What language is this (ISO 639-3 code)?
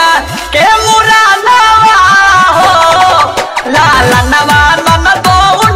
bho